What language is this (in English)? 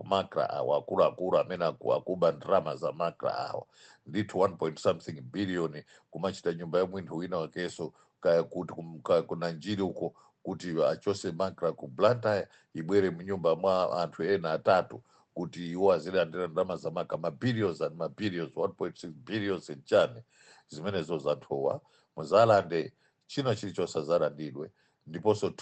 Nyanja